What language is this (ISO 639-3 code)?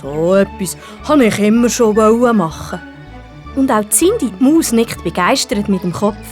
gsw